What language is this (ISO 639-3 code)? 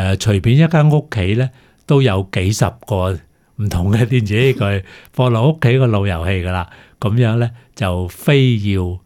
yue